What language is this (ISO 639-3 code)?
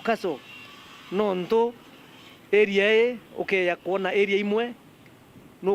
mer